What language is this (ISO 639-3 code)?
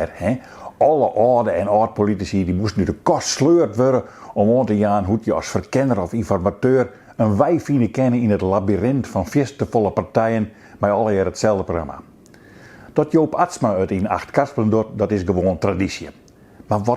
fry